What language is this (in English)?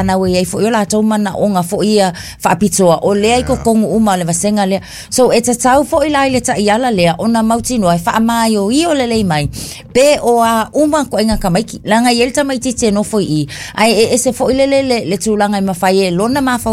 Samoan